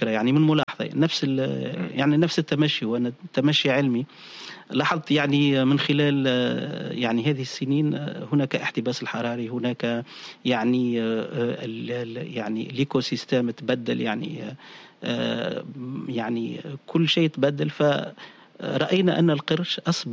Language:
Tunisian Arabic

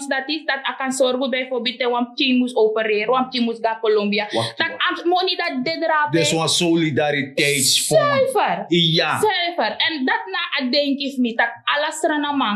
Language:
Sranan Tongo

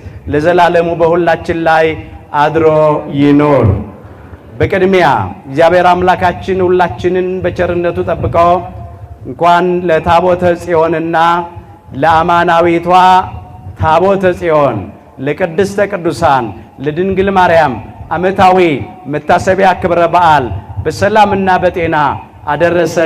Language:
Amharic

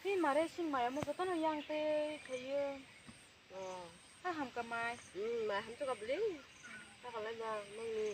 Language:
Kok Borok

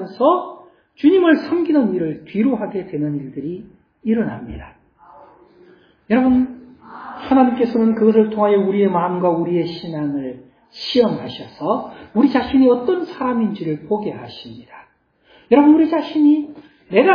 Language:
Korean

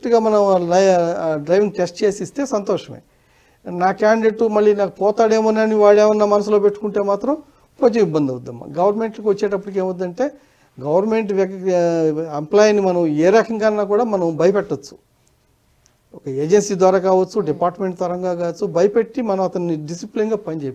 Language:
Telugu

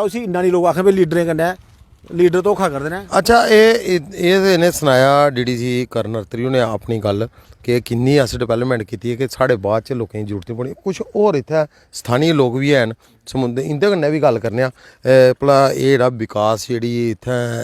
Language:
Dogri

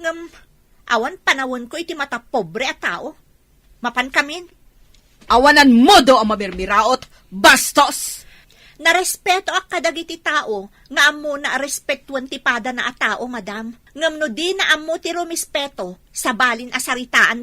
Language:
Iloko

